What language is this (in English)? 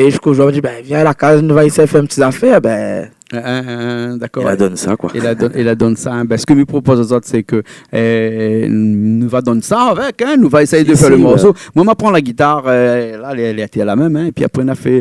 Réunion Creole French